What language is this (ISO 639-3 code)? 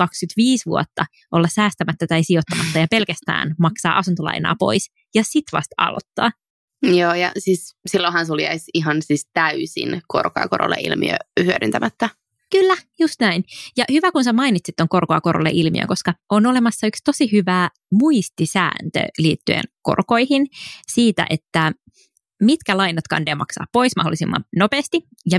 fin